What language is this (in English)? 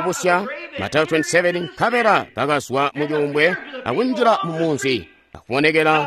Tonga (Zambia)